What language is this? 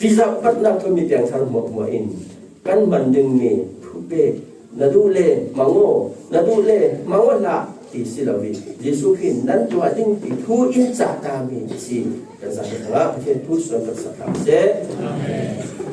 Falam Chin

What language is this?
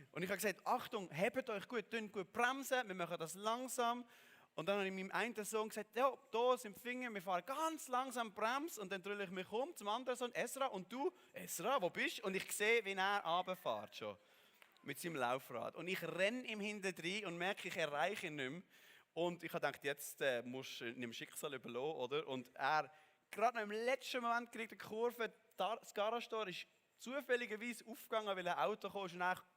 Swiss German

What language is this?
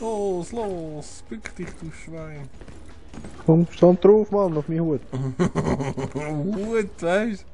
Swiss German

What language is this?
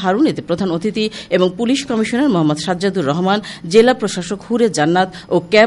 Bangla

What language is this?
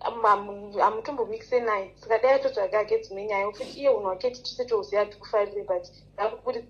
Shona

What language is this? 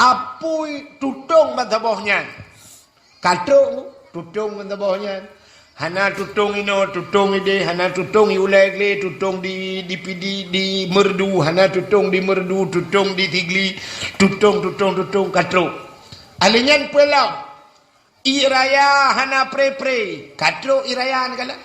Achinese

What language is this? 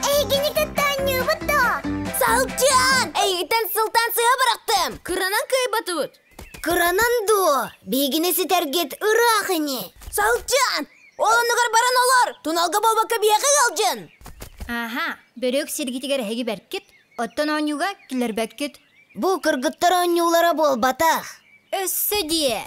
Yakut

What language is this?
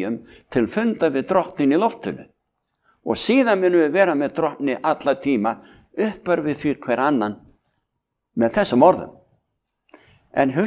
Icelandic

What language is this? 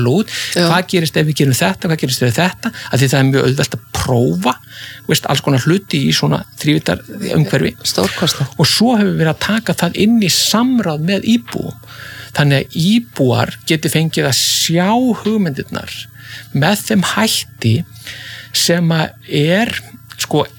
Icelandic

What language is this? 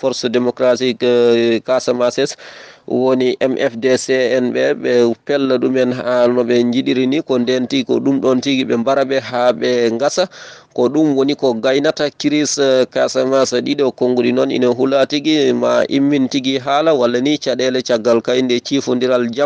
Fula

